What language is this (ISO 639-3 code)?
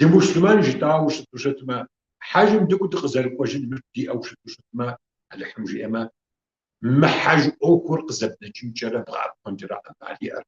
kbd